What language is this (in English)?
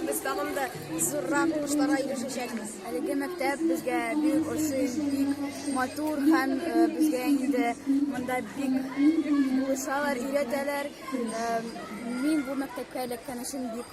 Tatar